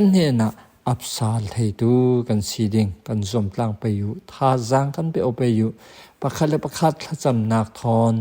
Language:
Falam Chin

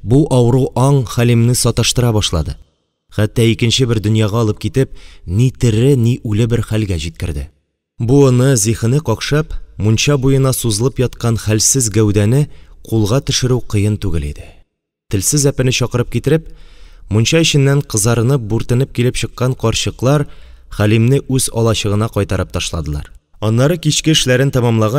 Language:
Tatar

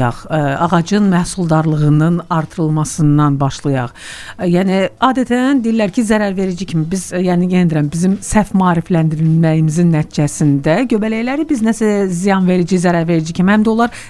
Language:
Azerbaijani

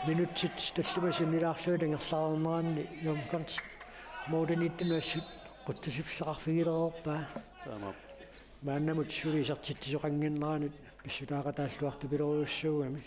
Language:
Kalaallisut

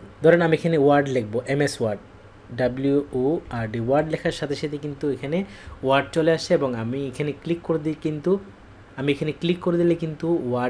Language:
Bangla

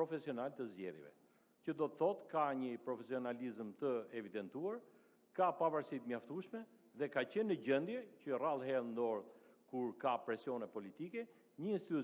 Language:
Albanian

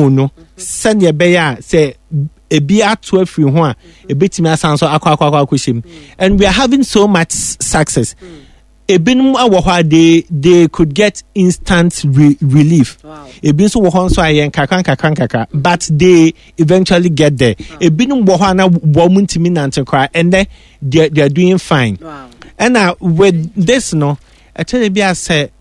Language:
Akan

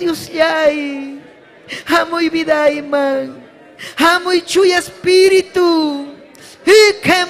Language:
Ayacucho Quechua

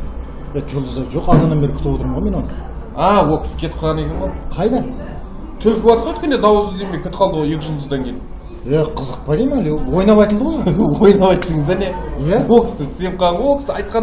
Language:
Kazakh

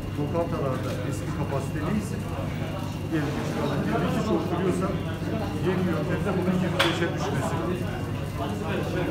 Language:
Turkish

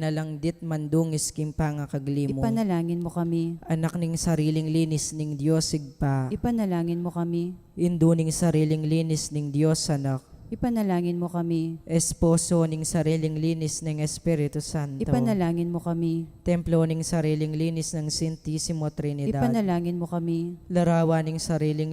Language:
Pampanga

